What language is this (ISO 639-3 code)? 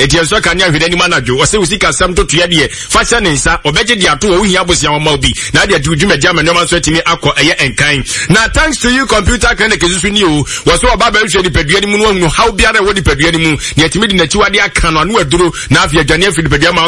aka